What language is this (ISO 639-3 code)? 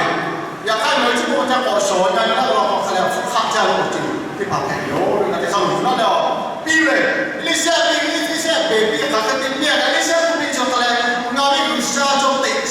lhu